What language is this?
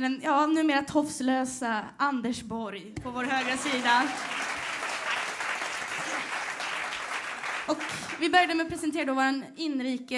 Swedish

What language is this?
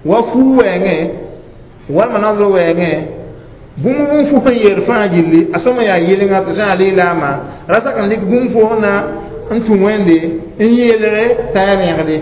Mossi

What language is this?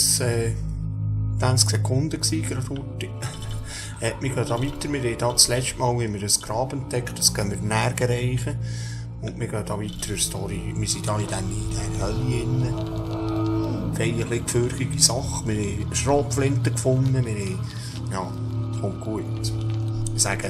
Swiss German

